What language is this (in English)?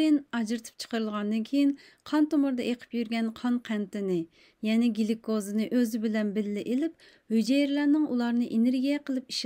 Uyghur